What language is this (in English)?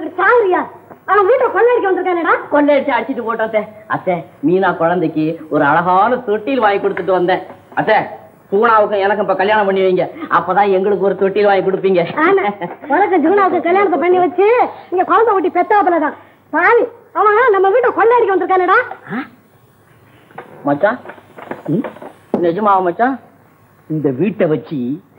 Tamil